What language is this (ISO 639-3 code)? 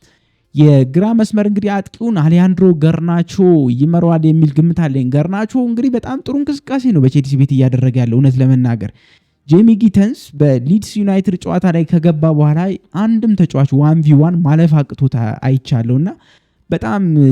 amh